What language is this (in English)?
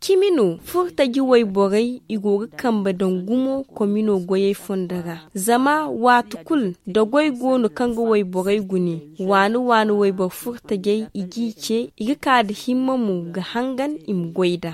Zarma